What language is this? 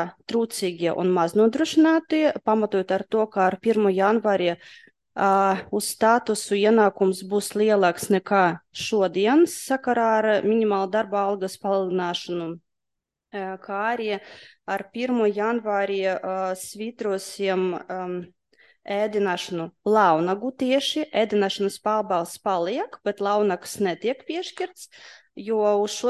Latvian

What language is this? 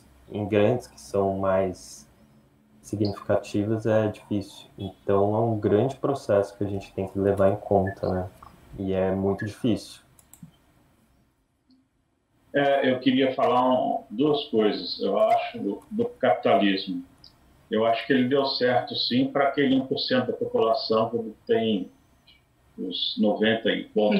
Portuguese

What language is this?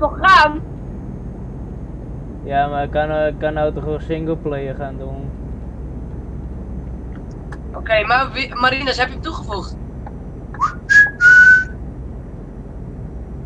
Dutch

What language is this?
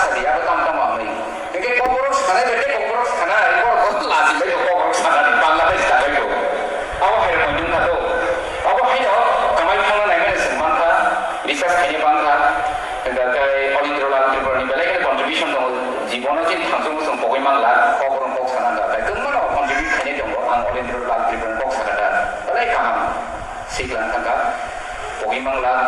Kok Borok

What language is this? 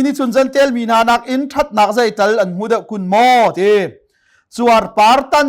Hakha Chin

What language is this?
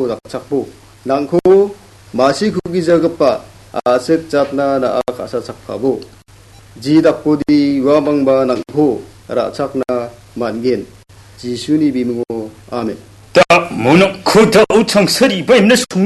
Garo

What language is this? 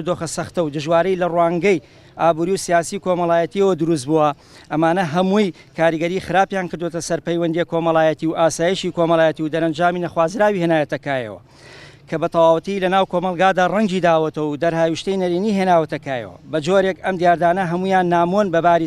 Central Kurdish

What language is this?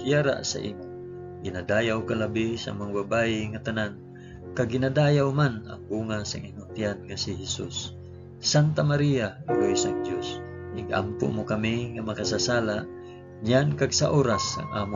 Hiligaynon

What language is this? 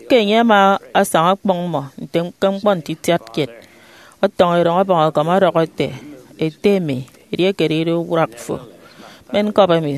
Efik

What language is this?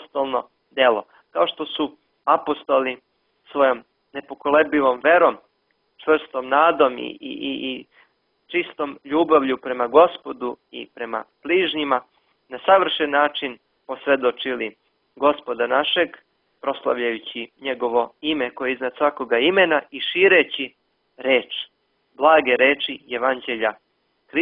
Serbian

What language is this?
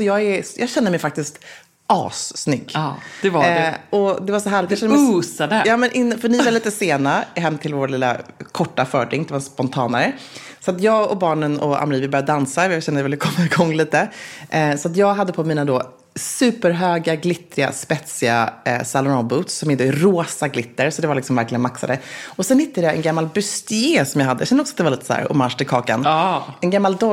Swedish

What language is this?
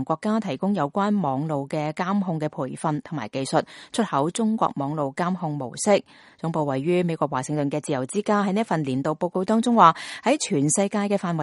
Cantonese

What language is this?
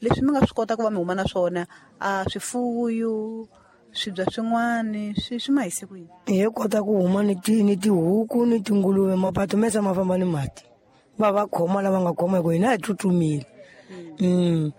Tsonga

